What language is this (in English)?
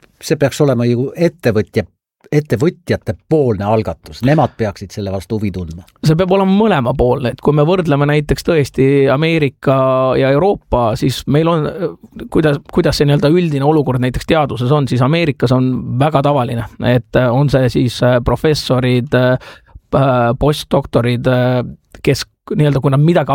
Estonian